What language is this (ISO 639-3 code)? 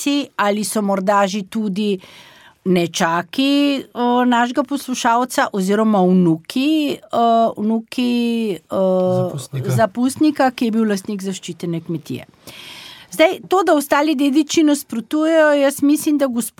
slv